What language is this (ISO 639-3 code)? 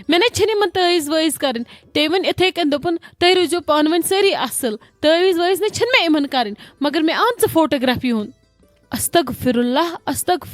kas